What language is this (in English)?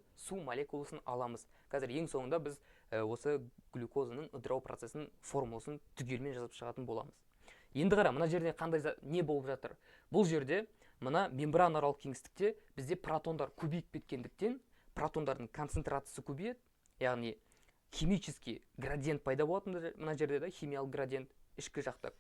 Kazakh